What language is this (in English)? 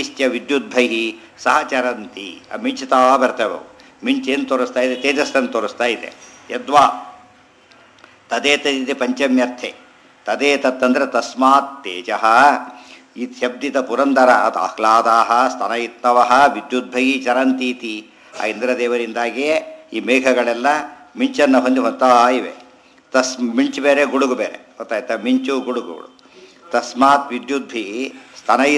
Kannada